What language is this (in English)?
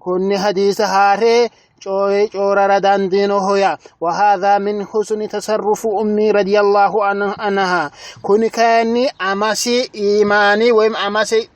Sidamo